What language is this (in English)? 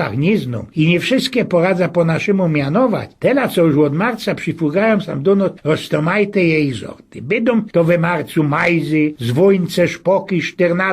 Silesian